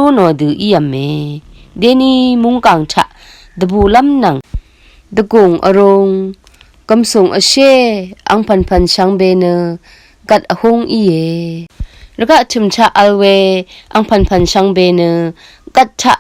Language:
Rawang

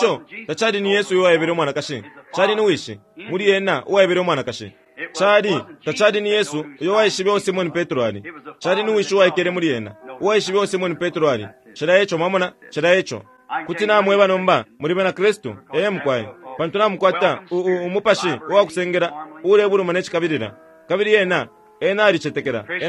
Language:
Bemba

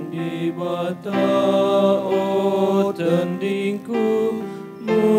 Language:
Batak Karo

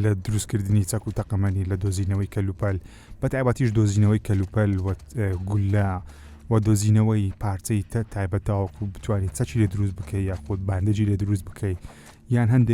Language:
Central Kurdish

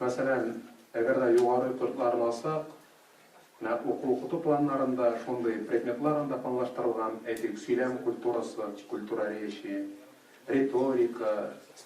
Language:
Tatar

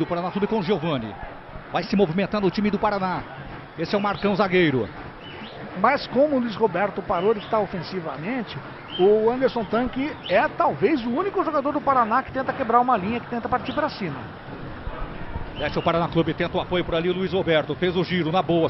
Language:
Portuguese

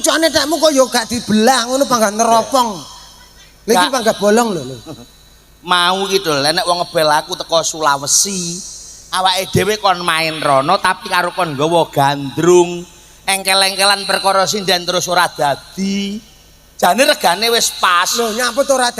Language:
Javanese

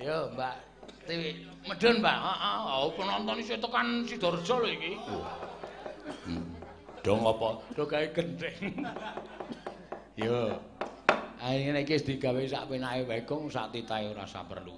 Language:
Javanese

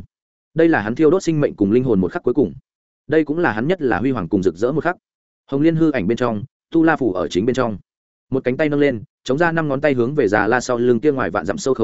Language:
Vietnamese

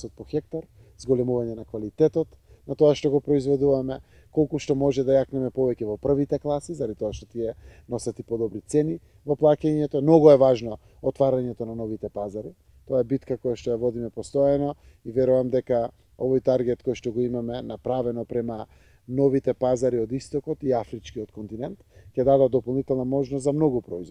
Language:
Macedonian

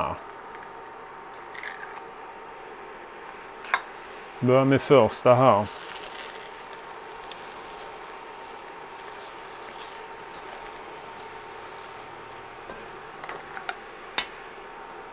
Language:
Swedish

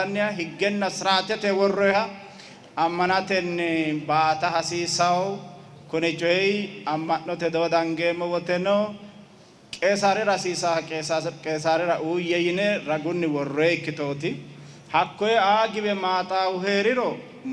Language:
Sidamo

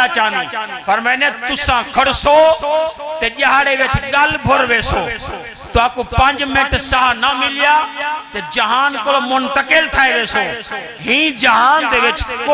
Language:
Saraiki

